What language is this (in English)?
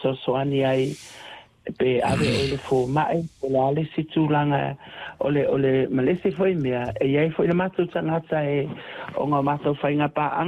Samoan